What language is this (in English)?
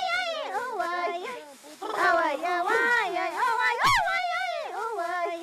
Ayacucho Quechua